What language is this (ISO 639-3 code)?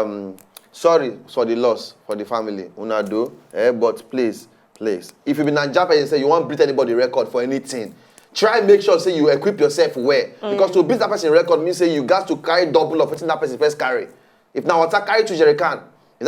pcm